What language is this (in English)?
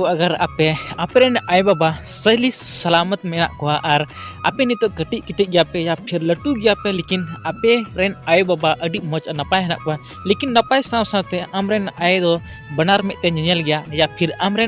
Santali